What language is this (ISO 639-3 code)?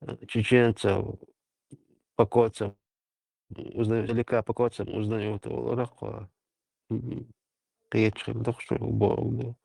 che